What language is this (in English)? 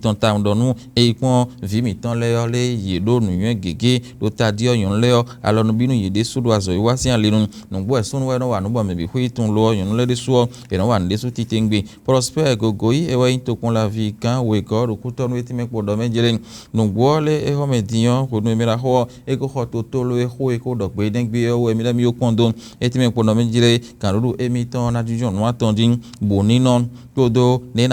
Fon